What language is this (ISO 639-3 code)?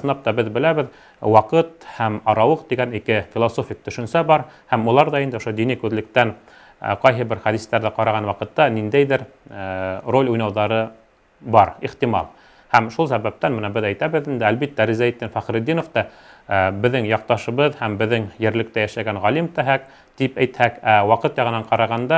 bak